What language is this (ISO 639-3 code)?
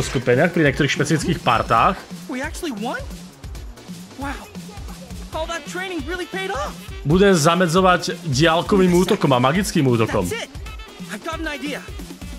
slk